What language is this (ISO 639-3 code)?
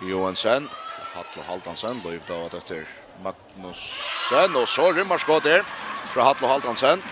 fao